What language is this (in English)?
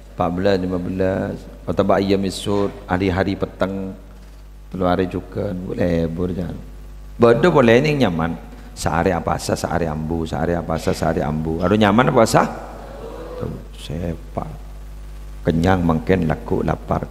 Madurese